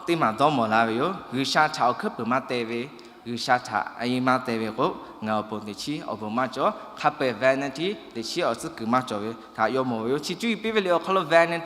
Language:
Lahu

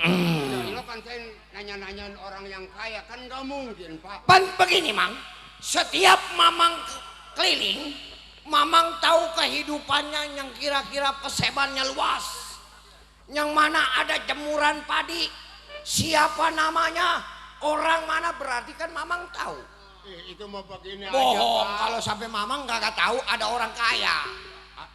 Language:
Betawi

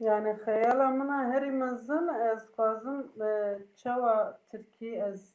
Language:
Kurdish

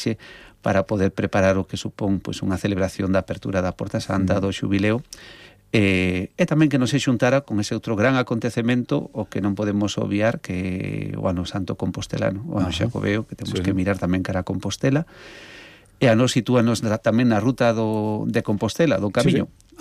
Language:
Galician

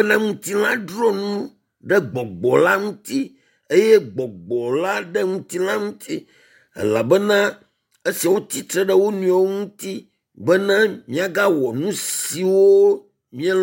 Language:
Ewe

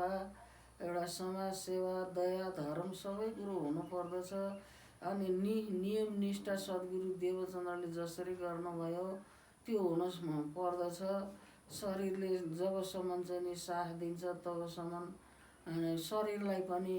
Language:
Nepali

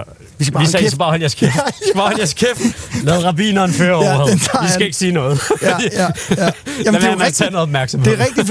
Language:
Danish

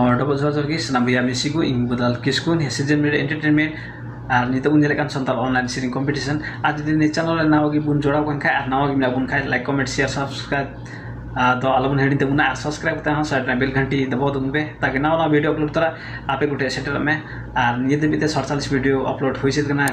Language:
Santali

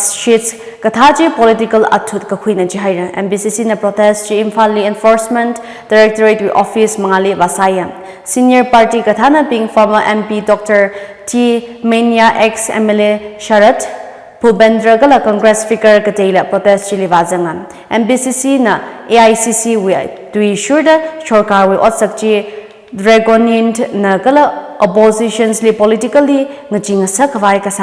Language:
Tangkhul Naga (India)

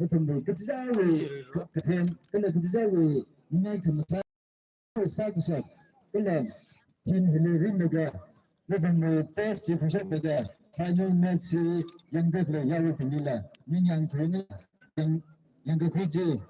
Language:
Tangkhul Naga (India)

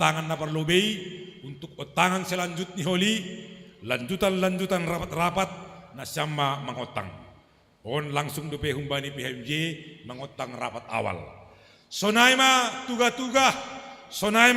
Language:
Batak Simalungun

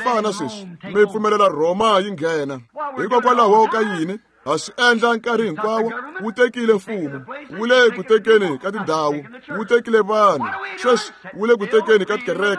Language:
Tsonga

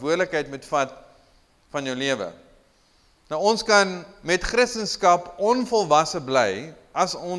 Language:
Afrikaans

